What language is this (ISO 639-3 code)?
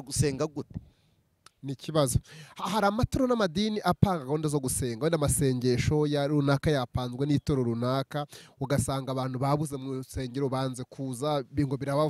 kin